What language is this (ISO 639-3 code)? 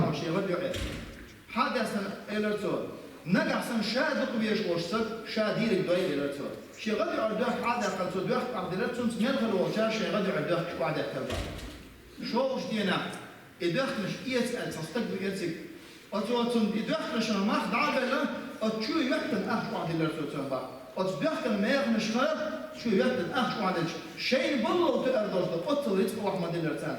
che